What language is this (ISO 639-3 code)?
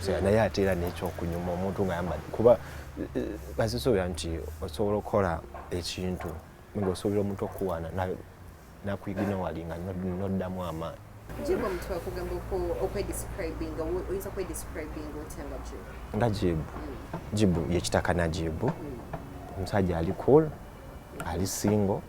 lug